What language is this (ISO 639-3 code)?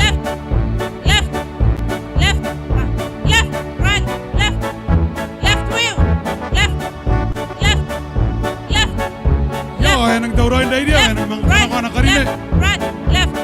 gil